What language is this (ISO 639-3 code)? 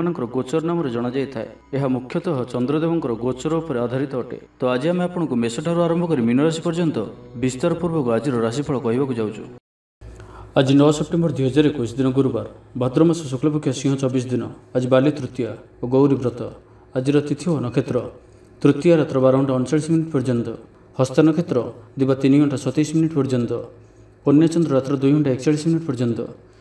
ori